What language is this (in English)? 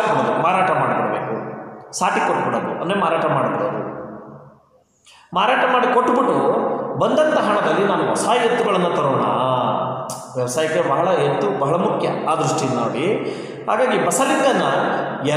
Kannada